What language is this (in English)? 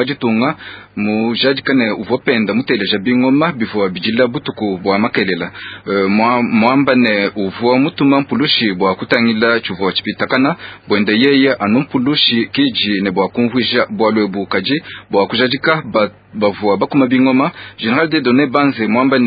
Luba-Lulua